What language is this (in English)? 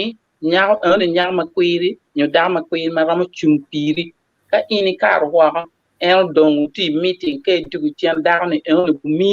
Acoli